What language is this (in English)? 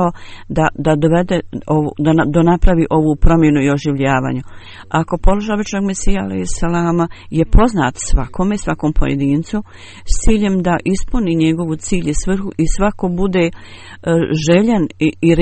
Bosnian